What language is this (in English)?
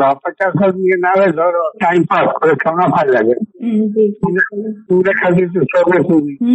Bhojpuri